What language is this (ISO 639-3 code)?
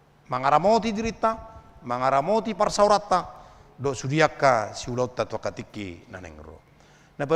bbc